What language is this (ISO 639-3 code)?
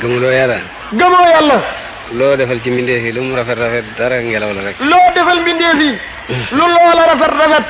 wol